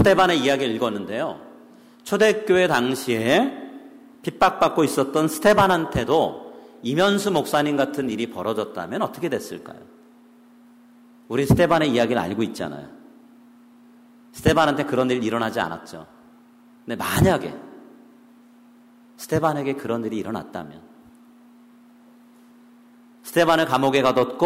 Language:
Korean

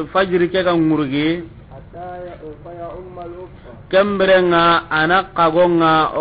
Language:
Soninke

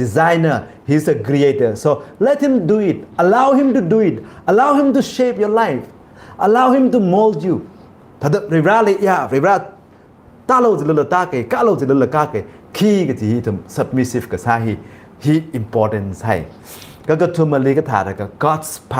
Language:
Tangkhul Naga (India)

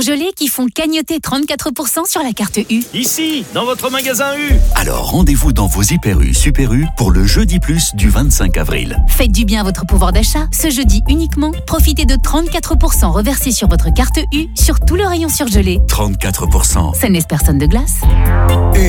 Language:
French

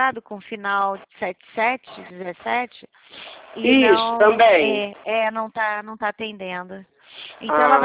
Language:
Portuguese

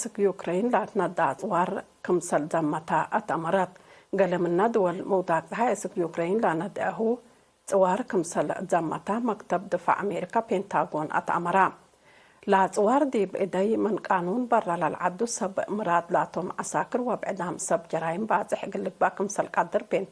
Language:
Tigre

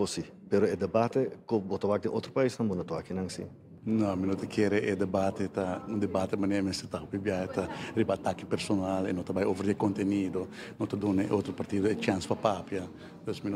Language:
Papiamento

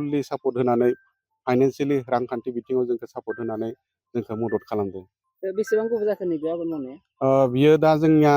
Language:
Bodo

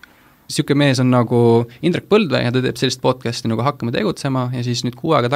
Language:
Estonian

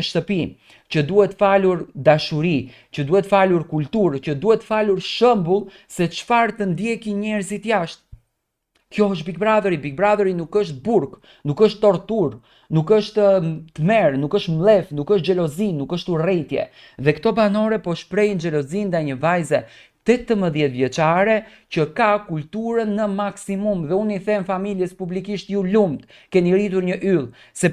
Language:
Albanian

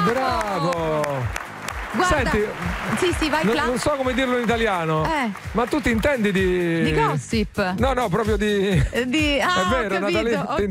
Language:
Italian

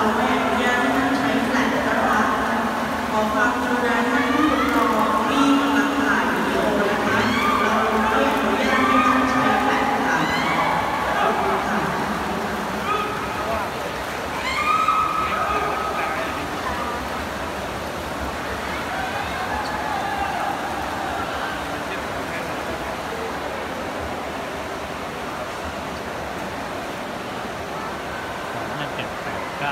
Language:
Thai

